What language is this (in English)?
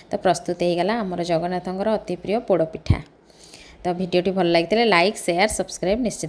Odia